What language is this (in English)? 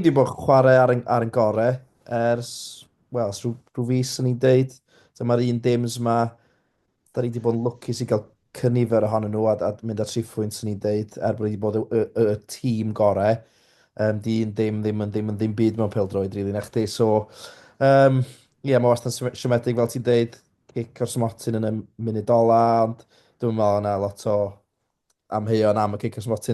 Welsh